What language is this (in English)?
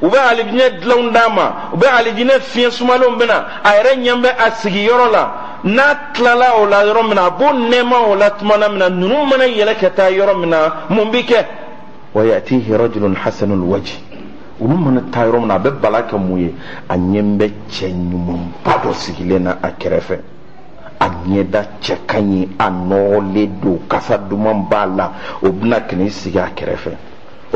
Bambara